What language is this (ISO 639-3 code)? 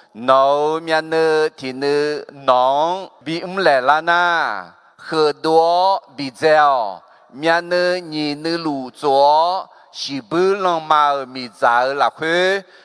ahk